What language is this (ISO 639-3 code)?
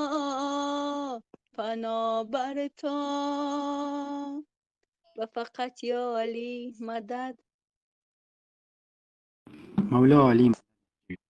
fas